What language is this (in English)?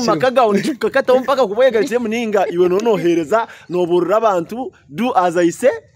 Nyankole